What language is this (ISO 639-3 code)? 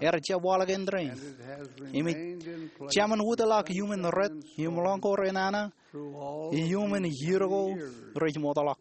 mah